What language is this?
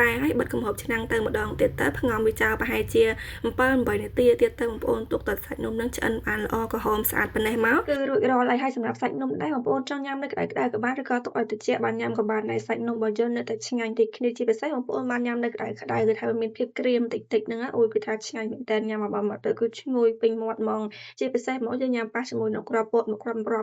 Khmer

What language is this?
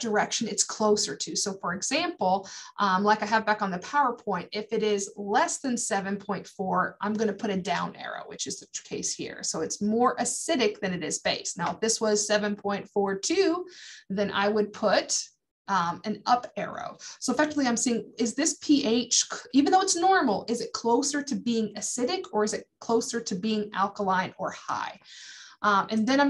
English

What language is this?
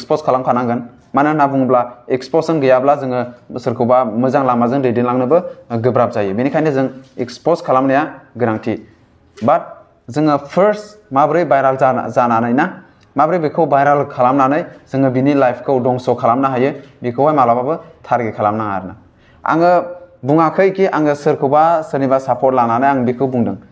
Bodo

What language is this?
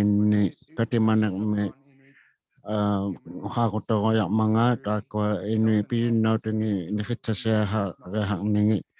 Inuktitut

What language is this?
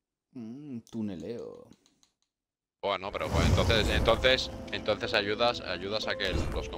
Spanish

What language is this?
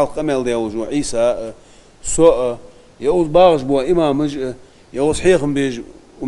Ingush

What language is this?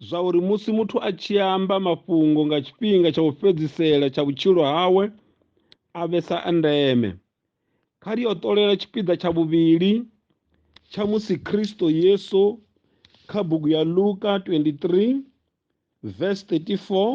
Venda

